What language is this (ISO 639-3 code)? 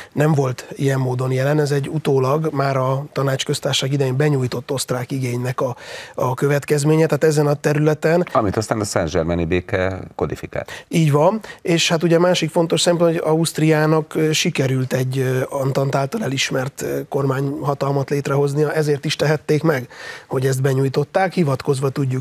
hun